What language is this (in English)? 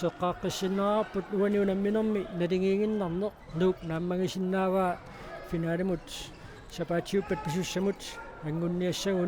Kalaallisut